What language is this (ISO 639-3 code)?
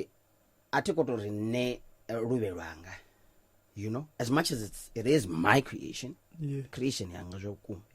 ven